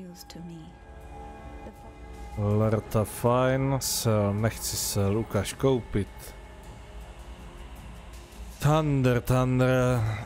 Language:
Czech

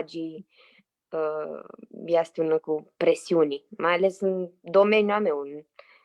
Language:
Aromanian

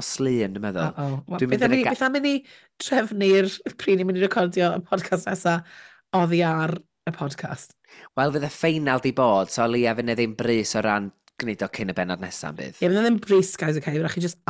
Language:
Welsh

